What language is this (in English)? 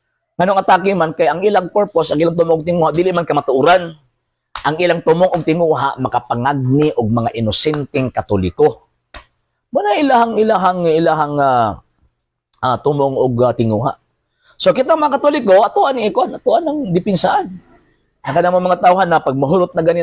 Cebuano